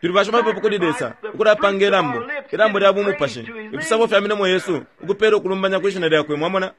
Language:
Bemba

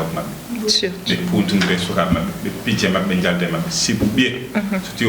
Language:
Fula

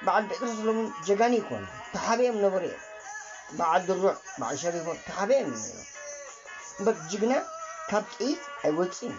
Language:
Tigrinya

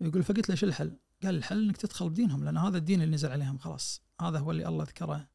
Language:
Najdi Arabic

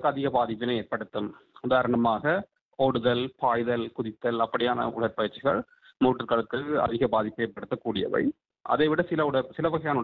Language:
Tamil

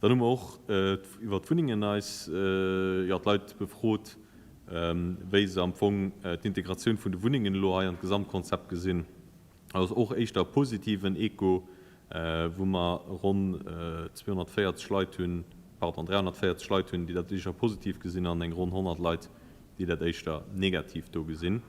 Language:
Luxembourgish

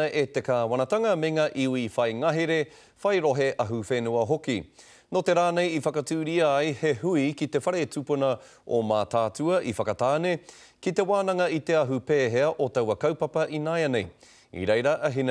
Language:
Māori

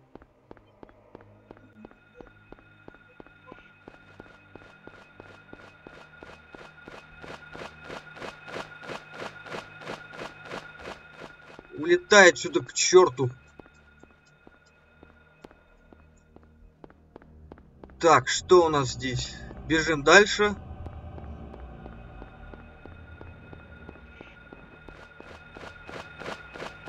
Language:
Russian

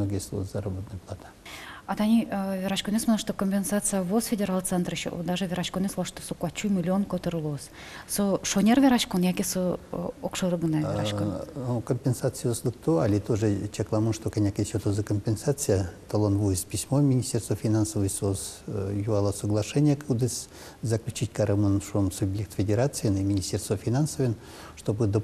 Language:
Udmurt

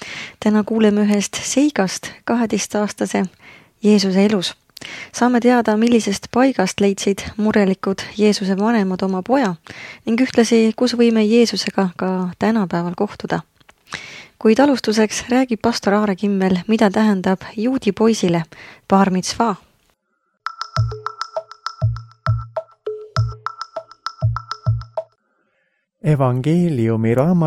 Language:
Estonian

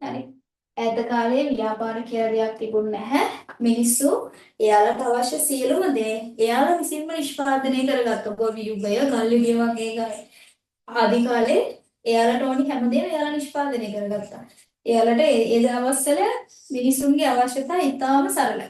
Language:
Sinhala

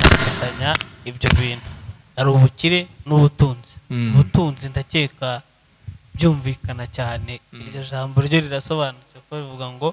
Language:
Kinyarwanda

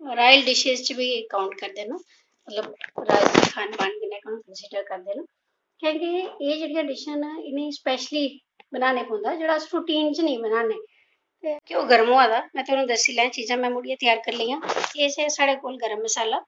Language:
Dogri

